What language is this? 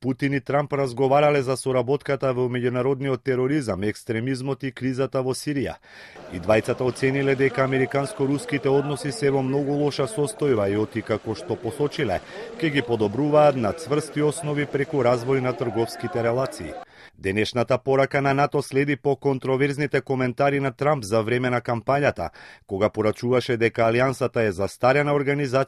Macedonian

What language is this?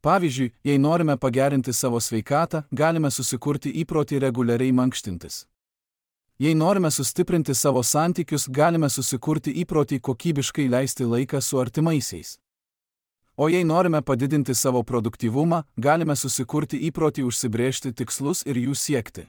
Lithuanian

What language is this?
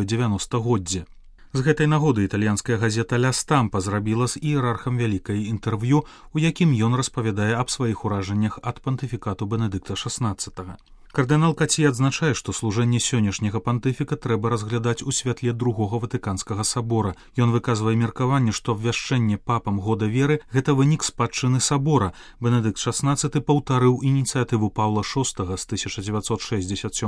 Belarusian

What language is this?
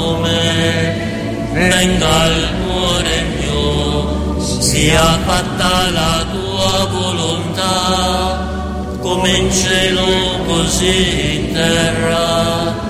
Italian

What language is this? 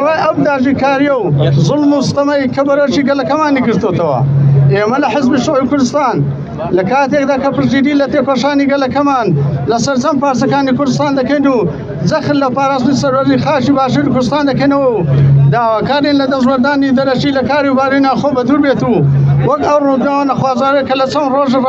Central Kurdish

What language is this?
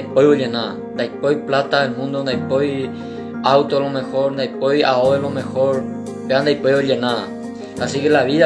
Guarani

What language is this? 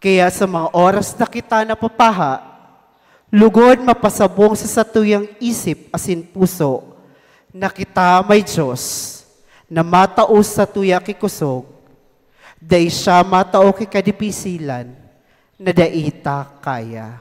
Bikol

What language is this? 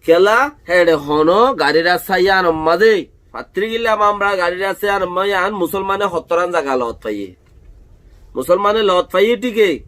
Rohingya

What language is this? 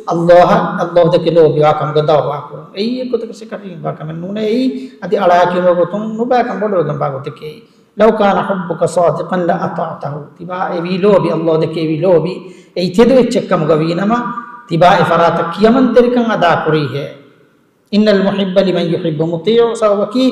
Divehi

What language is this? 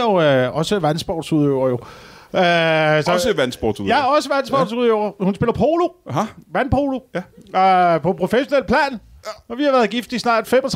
Danish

